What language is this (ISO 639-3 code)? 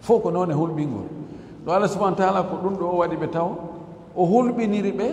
ful